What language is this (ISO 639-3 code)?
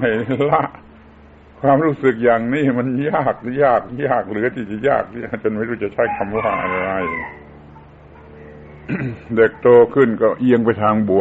tha